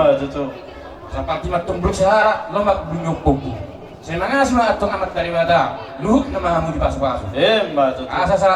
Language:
Batak Toba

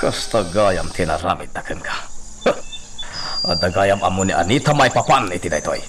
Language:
Iloko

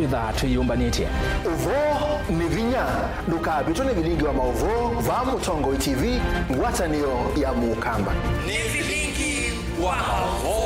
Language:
Kamba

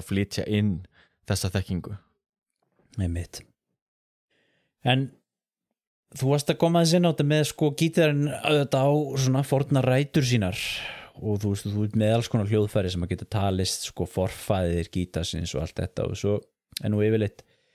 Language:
Icelandic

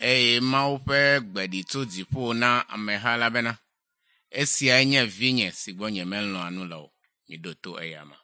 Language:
Ewe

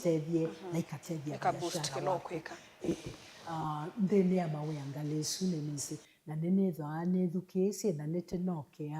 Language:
Kamba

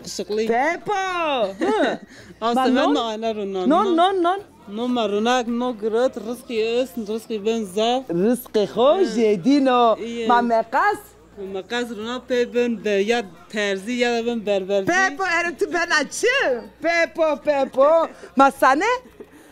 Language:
Zaza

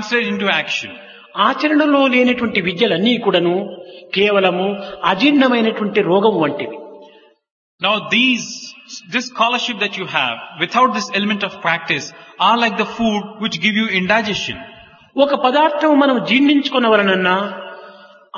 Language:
Telugu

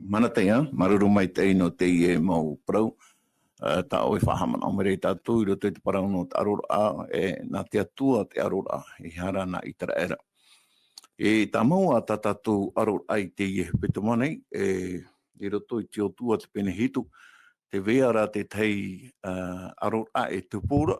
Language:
Tahitian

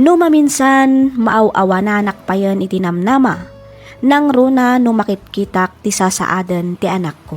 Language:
Iloko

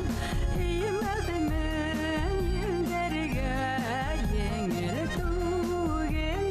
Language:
Bashkir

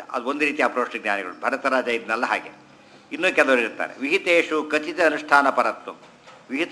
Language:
Kannada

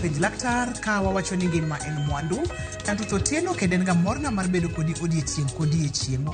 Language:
Luo (Kenya and Tanzania)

